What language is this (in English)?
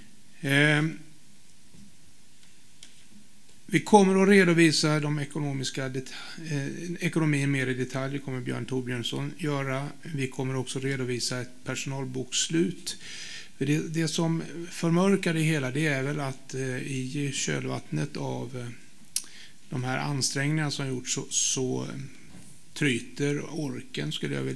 Swedish